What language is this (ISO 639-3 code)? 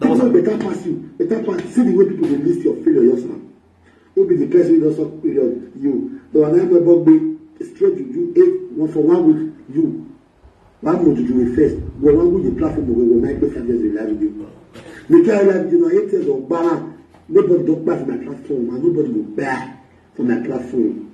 pcm